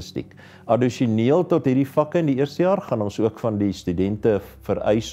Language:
Afrikaans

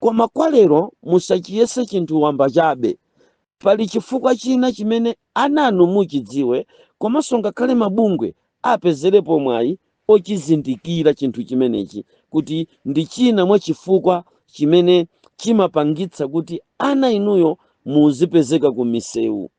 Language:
Nyanja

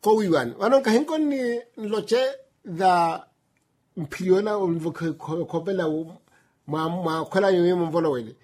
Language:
Makhuwa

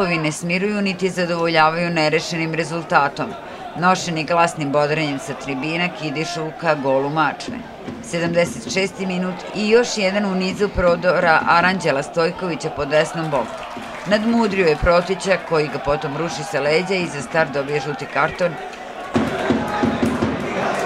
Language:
Serbian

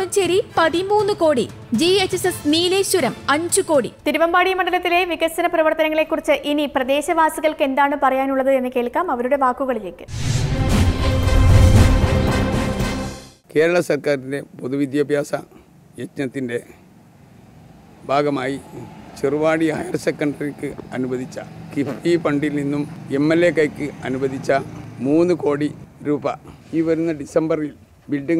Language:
Malayalam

